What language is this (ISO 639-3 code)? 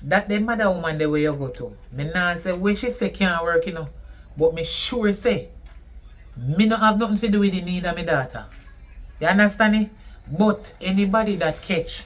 jam